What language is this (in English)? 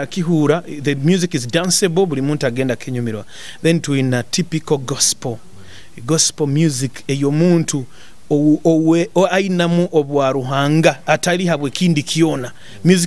Nyoro